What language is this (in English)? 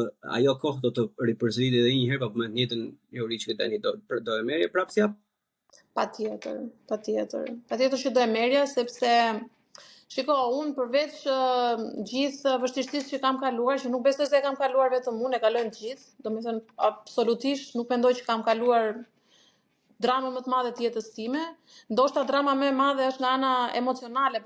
Albanian